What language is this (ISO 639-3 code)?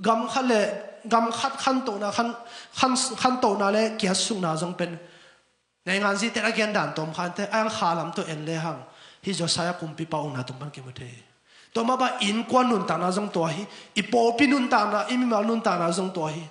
ctd